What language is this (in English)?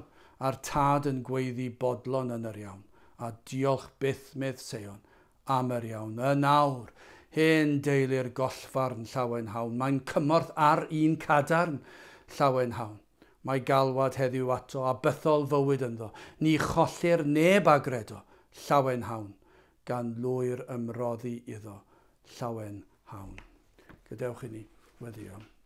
Welsh